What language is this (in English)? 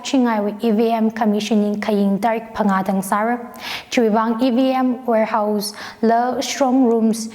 Tangkhul Naga (India)